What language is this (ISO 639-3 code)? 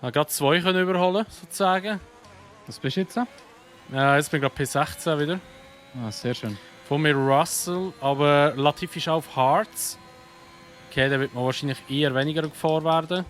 gsw